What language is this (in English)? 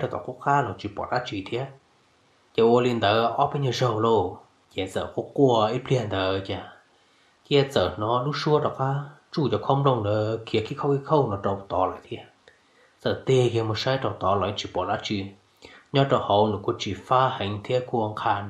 Hmong